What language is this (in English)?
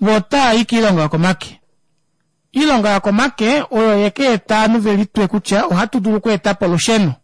Kuanyama